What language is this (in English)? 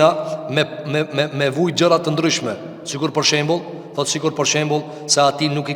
Albanian